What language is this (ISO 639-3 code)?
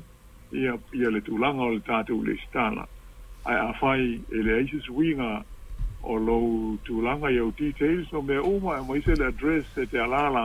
smo